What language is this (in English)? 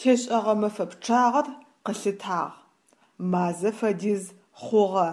Adyghe